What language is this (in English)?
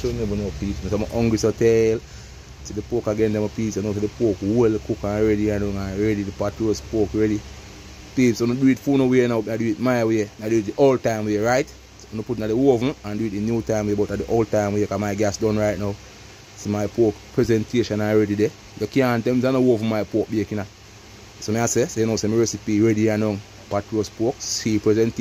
Jamaican Creole English